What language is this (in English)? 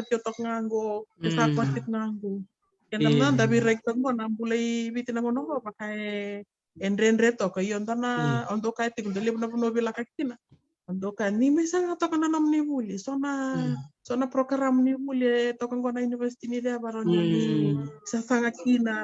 Fijian